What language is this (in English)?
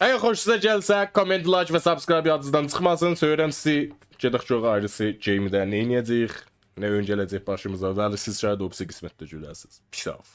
South Azerbaijani